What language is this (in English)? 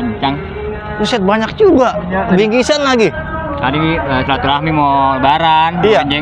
Betawi